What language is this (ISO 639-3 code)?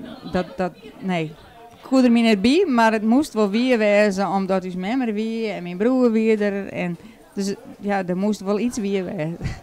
fry